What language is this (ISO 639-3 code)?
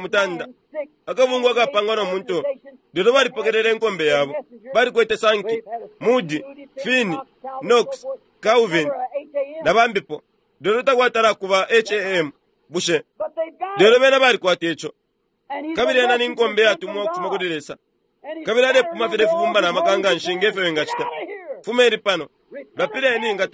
bem